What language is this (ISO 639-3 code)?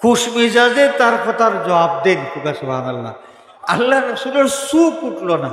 syl